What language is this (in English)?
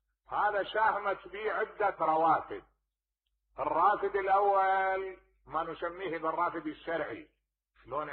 Mesopotamian Arabic